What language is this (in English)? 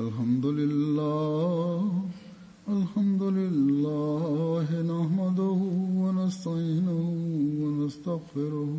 Bosnian